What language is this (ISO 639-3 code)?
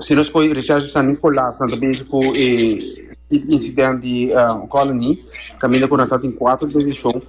pap